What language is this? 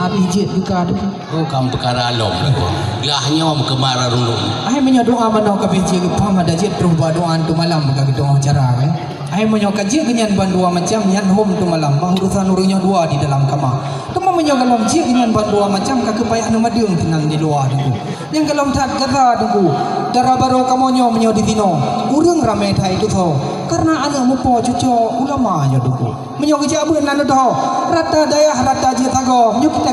Achinese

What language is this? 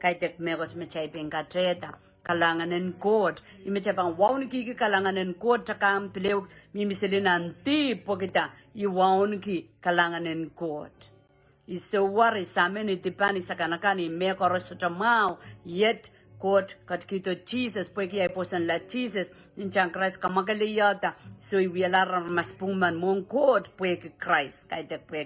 Pohnpeian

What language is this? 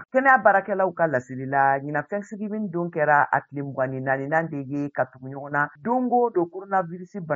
Bambara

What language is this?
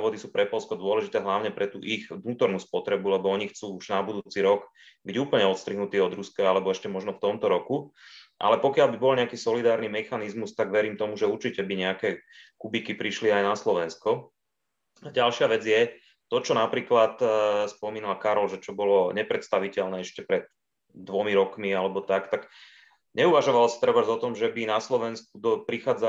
Slovak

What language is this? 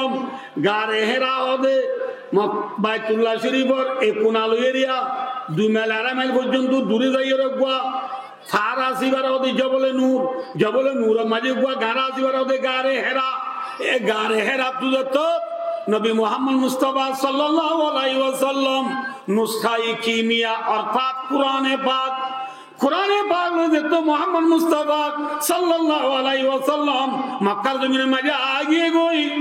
Rohingya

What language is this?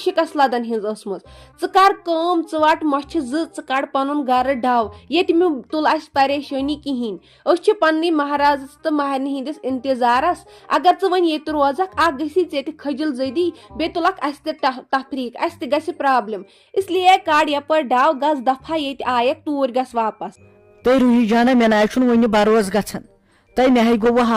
Kashmiri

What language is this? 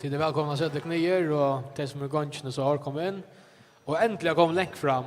Faroese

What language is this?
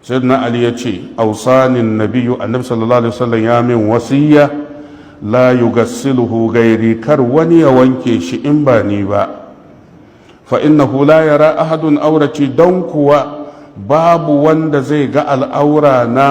Hausa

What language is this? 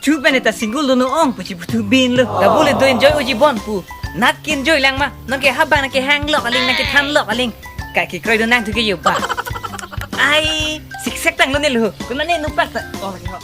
Karbi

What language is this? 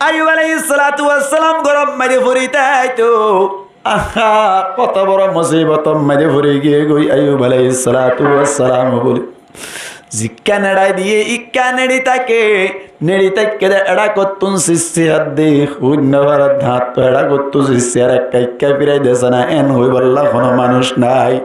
Rohingya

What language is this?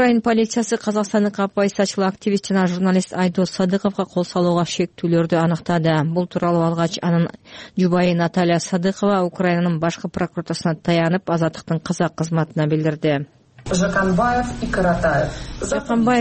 Kyrgyz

